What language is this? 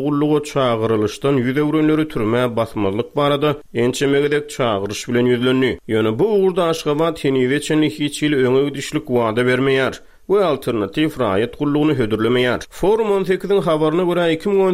Turkmen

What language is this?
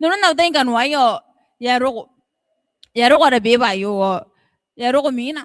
Gilbertese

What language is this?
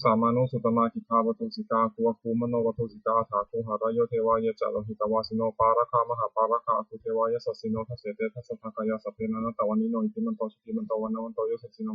Pali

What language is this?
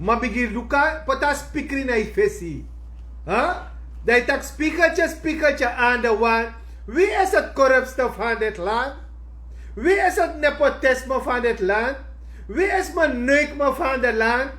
Sranan Tongo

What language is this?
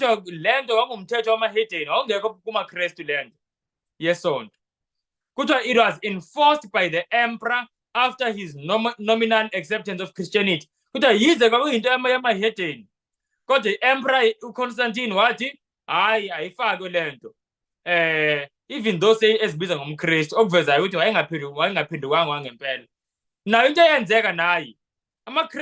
Zulu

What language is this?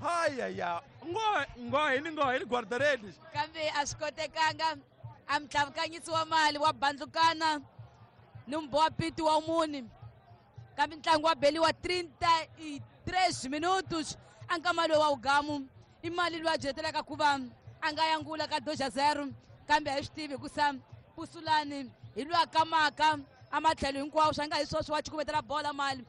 Tsonga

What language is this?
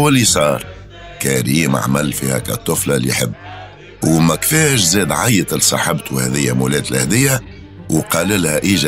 Tunisian Arabic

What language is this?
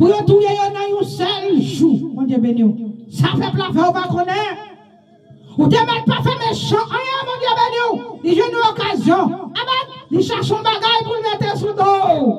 Haitian Creole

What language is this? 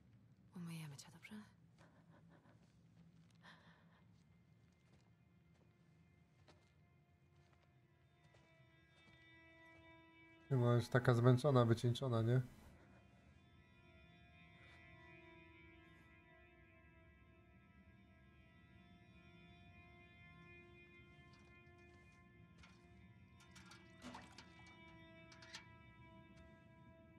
Polish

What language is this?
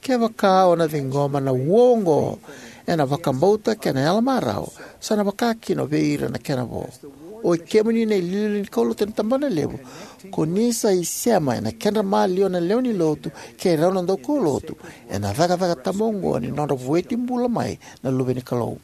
Fijian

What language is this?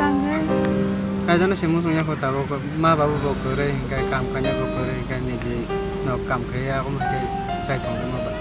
Kok Borok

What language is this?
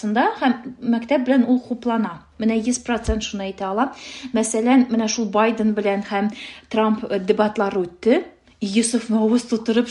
Tatar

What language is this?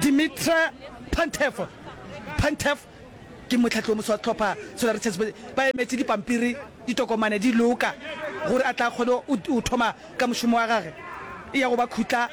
Northern Sotho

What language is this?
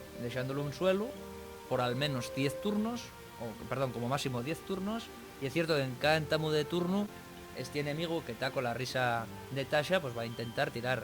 Asturian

